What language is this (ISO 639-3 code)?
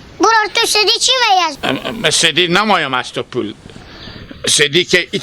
haz